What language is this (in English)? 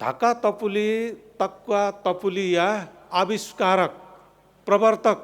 Newari